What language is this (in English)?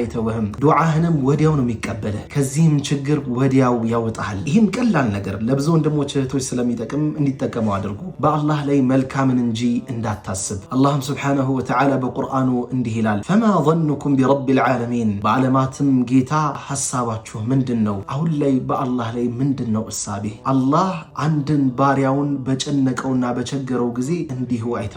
Amharic